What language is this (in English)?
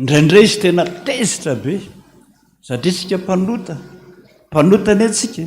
Malagasy